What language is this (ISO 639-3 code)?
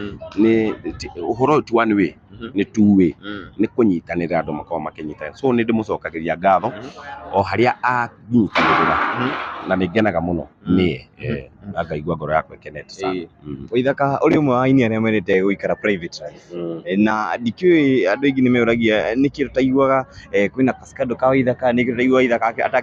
kik